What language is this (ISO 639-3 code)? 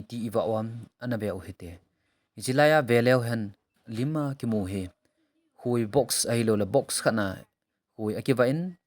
tcz